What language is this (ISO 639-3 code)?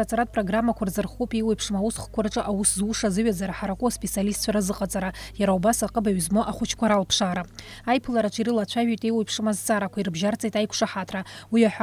abk